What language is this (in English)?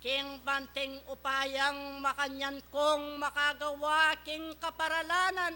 Pampanga